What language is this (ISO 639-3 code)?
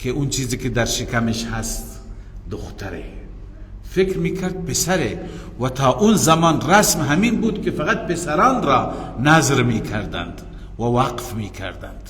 fas